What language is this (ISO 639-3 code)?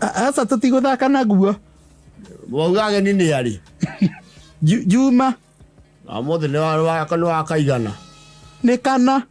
kik